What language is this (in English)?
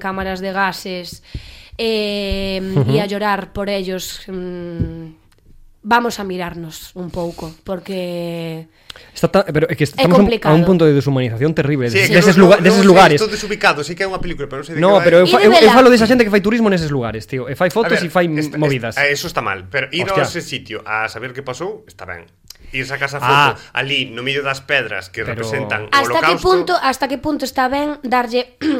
Galician